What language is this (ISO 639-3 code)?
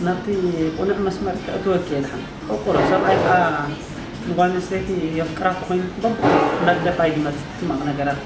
tir